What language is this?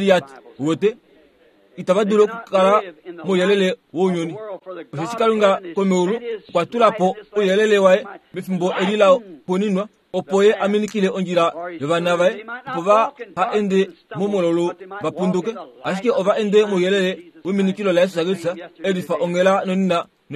Kuanyama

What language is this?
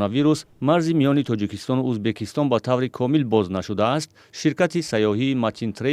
Tajik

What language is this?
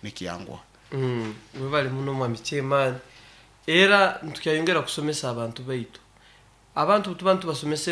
Nyoro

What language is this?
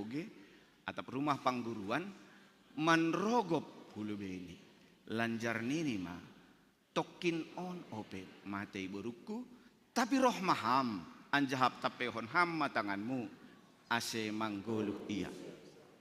Batak Simalungun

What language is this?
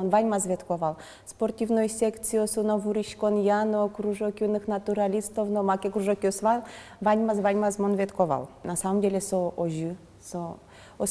Udmurt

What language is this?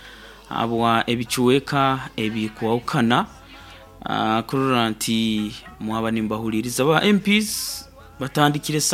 Nyoro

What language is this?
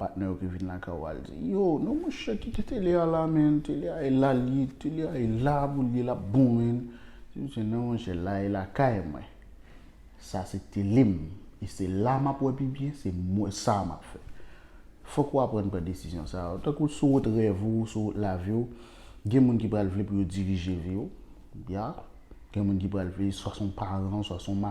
Haitian Creole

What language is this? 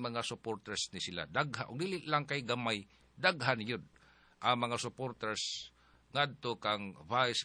Cebuano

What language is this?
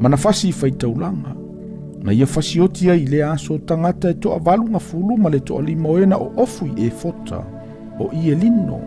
Samoan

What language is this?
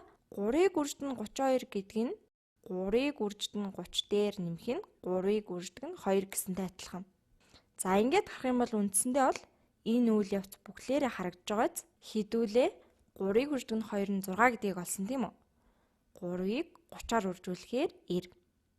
Mongolian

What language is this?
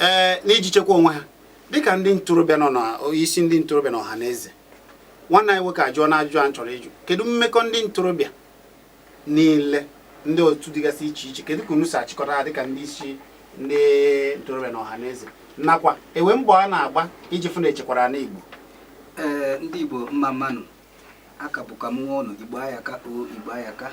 Igbo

